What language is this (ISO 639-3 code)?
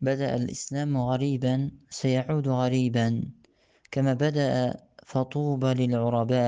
tat